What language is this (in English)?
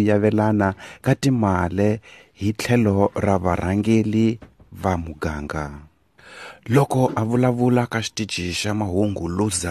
Tsonga